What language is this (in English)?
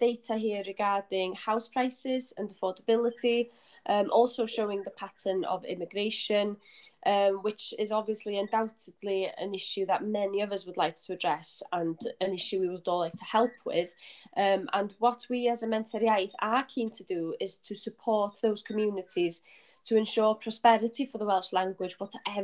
English